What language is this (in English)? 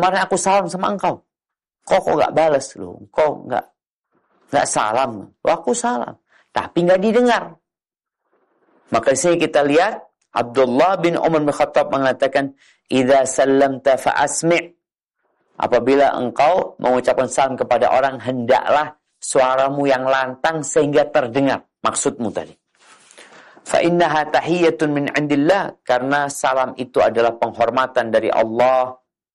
Indonesian